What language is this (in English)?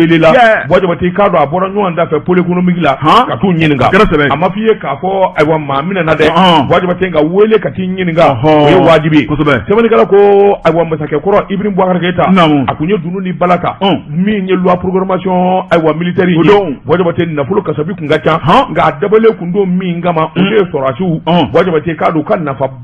Bambara